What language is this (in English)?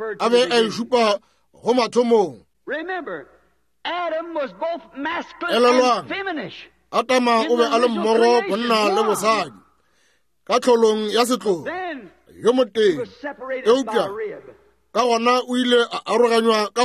Northern Sotho